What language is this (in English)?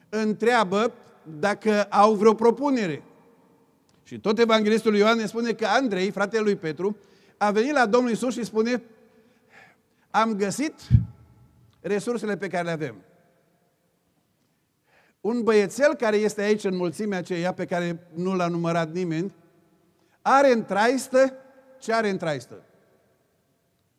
Romanian